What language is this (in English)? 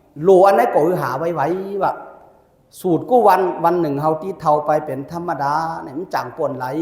Shan